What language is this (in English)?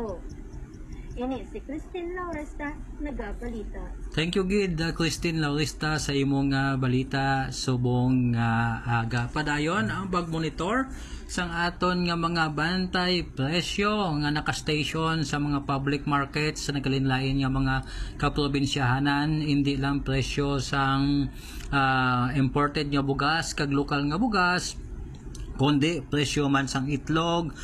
Hiligaynon